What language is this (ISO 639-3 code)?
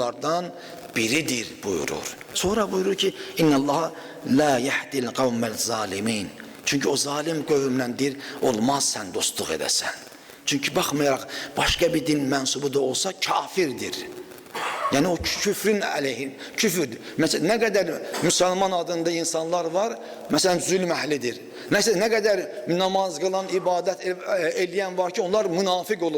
aze